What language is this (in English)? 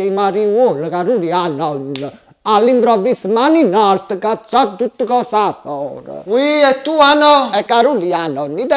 Neapolitan